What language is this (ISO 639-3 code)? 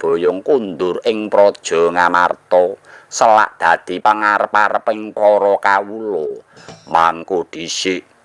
jav